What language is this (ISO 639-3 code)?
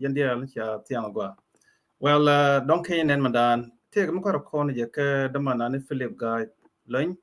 nus